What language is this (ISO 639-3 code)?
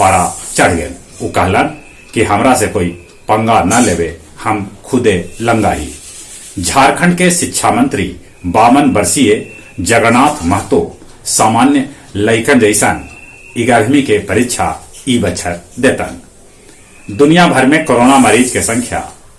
mag